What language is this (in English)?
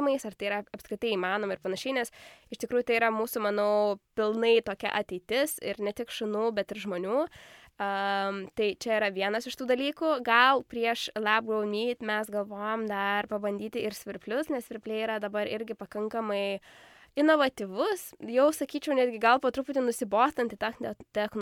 Lithuanian